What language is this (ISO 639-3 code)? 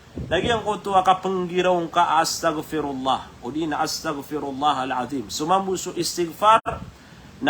mrw